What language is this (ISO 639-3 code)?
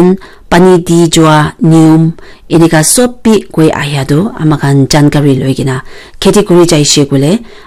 nag